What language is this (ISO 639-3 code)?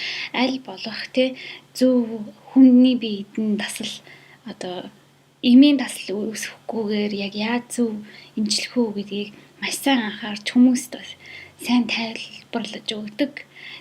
mon